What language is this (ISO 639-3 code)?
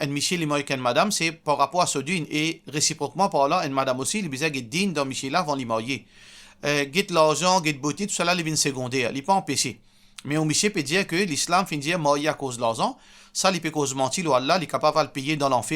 mfe